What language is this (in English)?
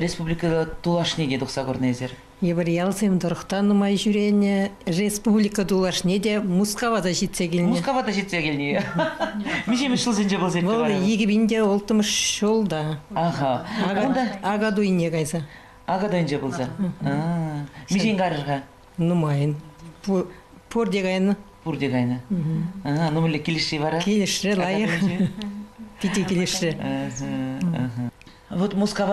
Chuvash